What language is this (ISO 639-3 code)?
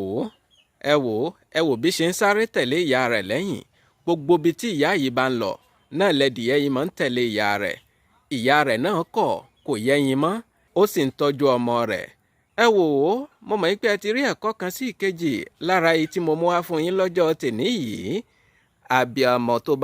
yor